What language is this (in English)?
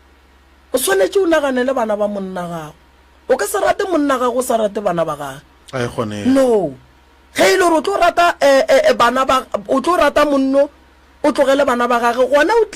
Northern Sotho